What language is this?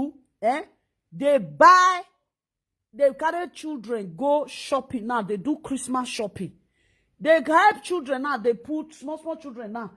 Nigerian Pidgin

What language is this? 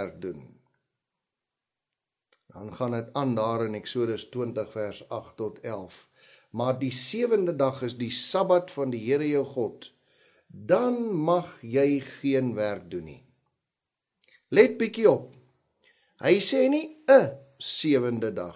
Afrikaans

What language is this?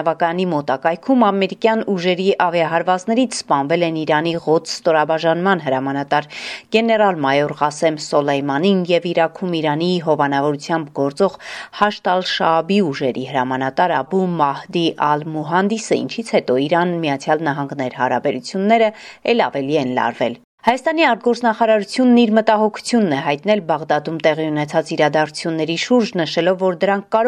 Armenian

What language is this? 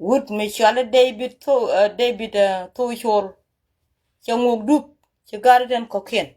Nuer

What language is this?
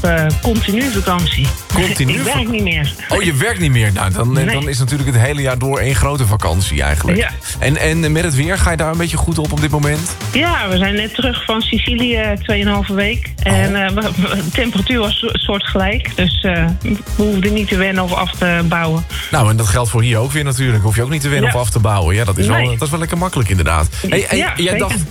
Dutch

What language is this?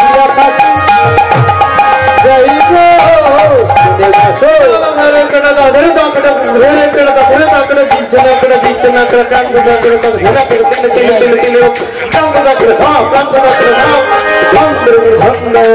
Bangla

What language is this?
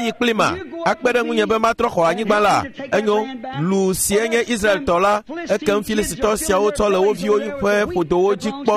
Ewe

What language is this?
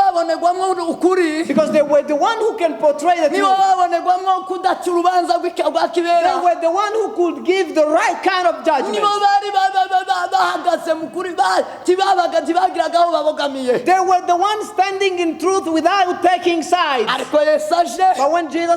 Kinyarwanda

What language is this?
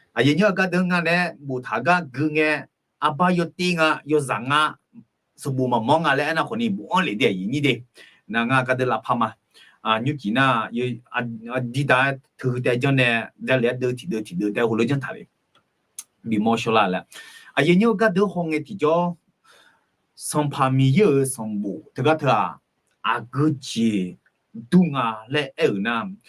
Akha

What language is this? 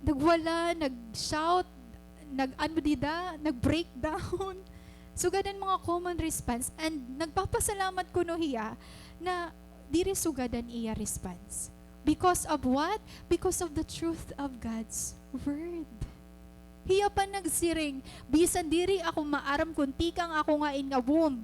Waray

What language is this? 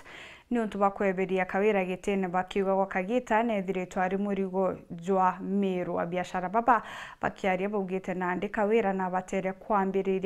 Meru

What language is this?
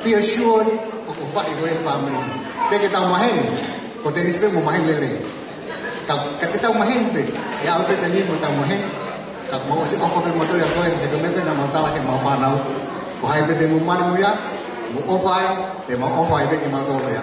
Tongan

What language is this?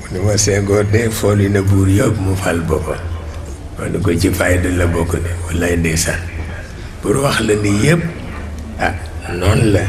Wolof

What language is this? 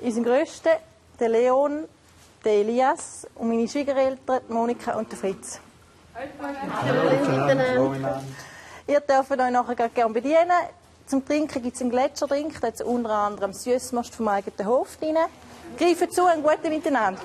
Swiss German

